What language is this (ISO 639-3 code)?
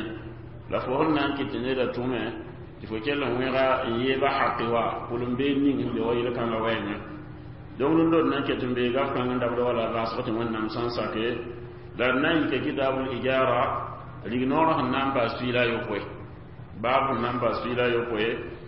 mos